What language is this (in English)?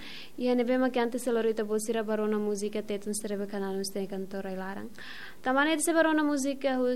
Tetum